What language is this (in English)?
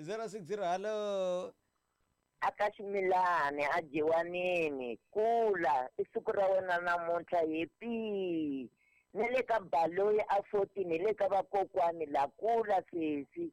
Tsonga